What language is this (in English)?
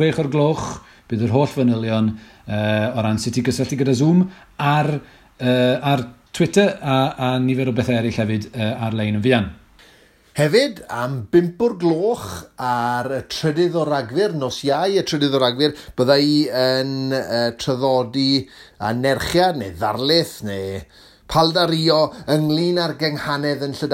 Welsh